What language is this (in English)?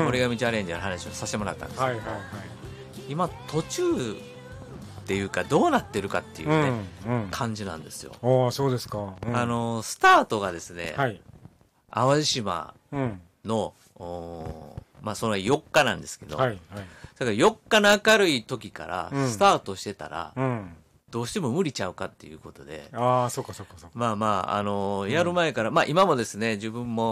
Japanese